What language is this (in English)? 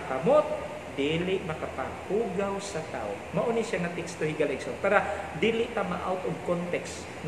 Cebuano